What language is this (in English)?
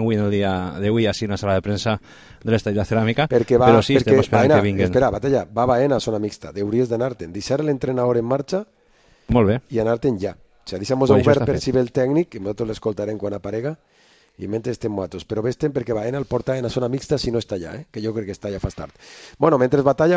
Catalan